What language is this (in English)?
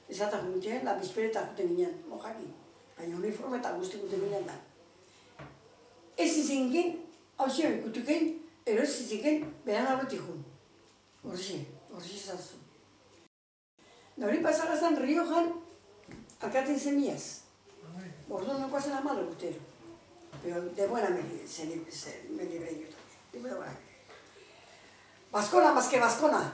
Basque